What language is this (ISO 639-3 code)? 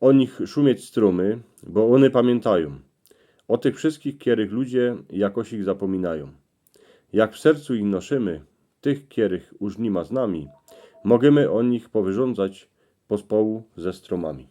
szl